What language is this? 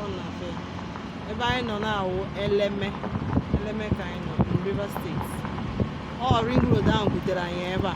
Igbo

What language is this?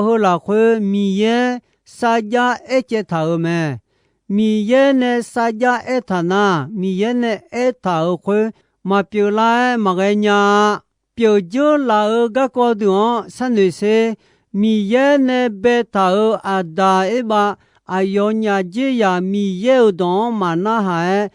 Akha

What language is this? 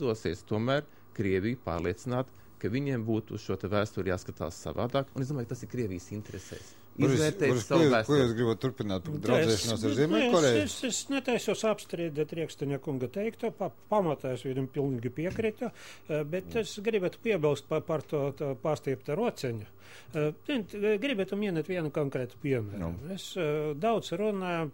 Latvian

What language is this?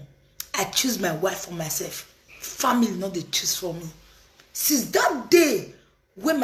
Nigerian Pidgin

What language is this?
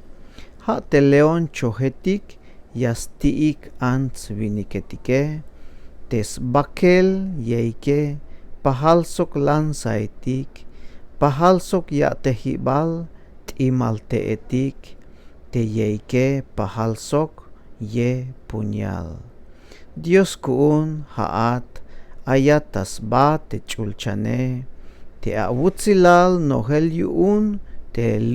Tzeltal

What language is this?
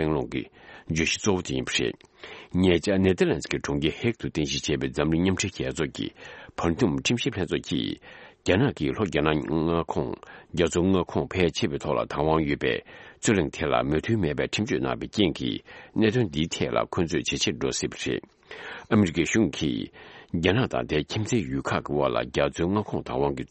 Tibetan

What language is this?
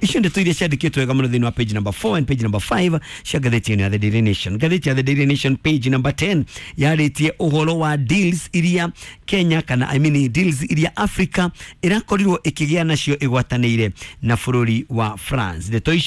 Kikuyu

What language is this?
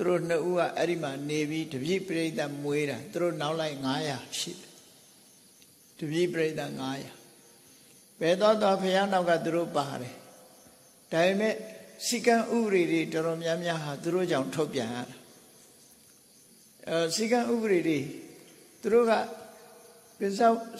Burmese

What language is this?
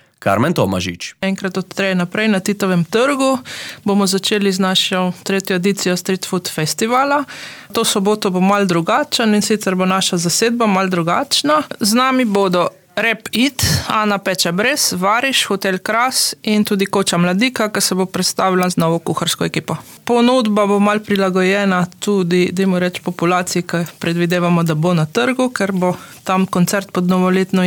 Slovenian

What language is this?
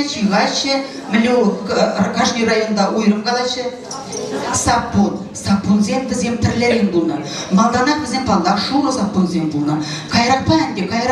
Chuvash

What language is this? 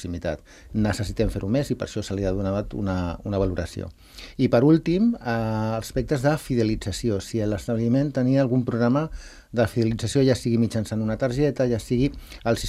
Catalan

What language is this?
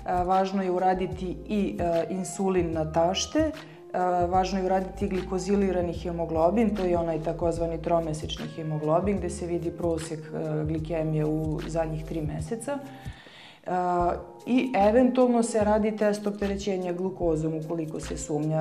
Serbian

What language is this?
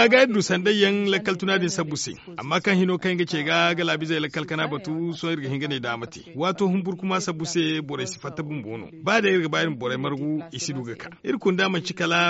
Zarma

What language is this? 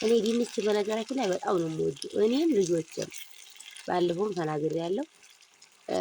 Amharic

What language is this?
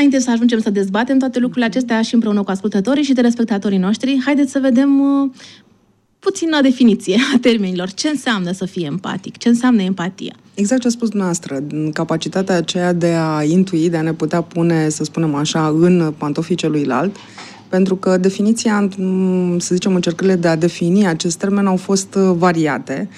Romanian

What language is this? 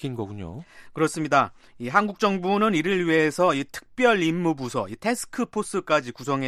Korean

